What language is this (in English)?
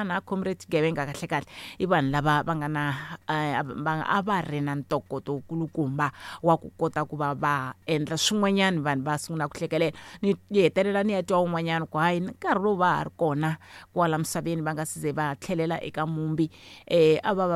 Tsonga